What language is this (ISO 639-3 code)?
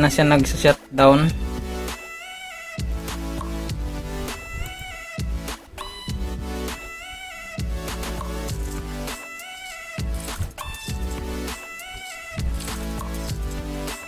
fil